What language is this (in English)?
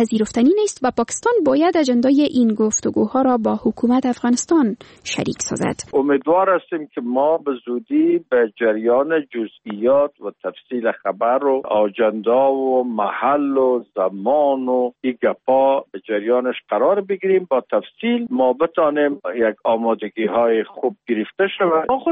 Persian